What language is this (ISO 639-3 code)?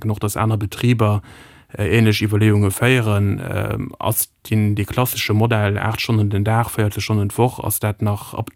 ltz